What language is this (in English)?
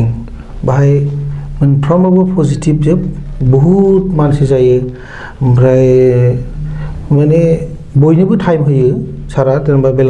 Bodo